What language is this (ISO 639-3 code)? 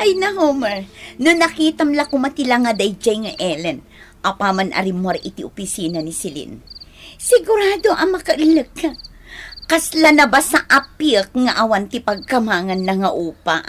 ilo